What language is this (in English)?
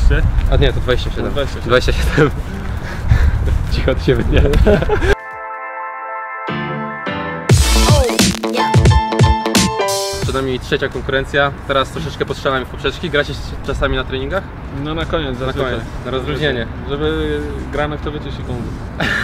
Polish